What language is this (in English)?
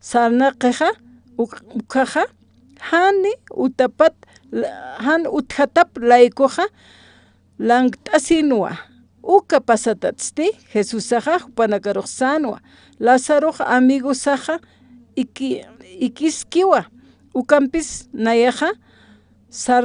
Aymara